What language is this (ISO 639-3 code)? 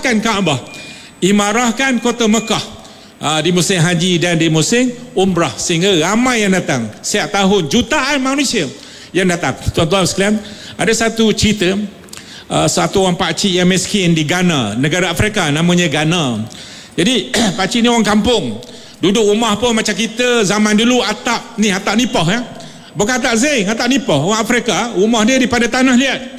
msa